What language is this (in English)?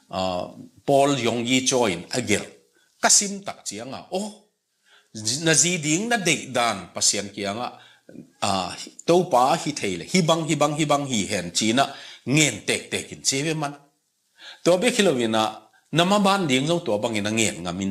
Tedim Chin